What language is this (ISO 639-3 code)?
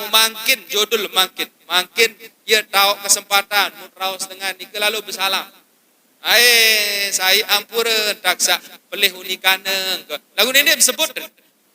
sas